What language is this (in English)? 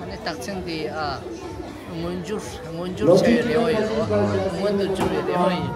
Tibetan